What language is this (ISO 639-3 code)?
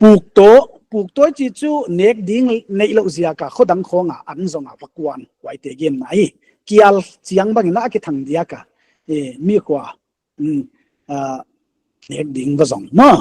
pck